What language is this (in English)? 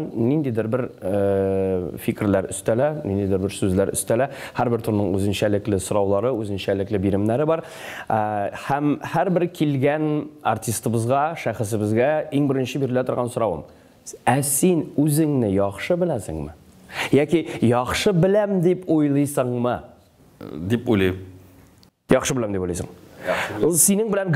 Tatar